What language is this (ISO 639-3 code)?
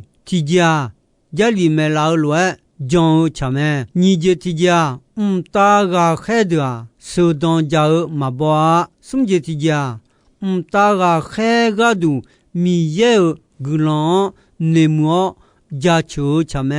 ahk